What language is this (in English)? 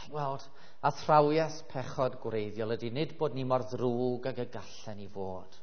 Welsh